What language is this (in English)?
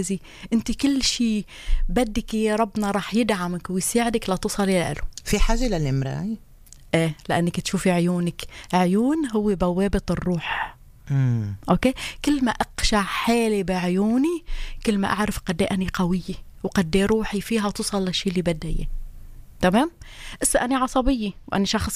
North Levantine Arabic